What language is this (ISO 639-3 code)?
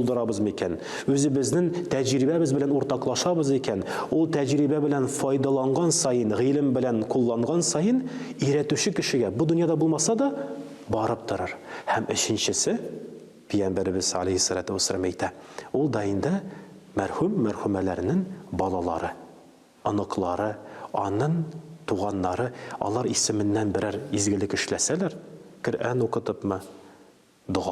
tat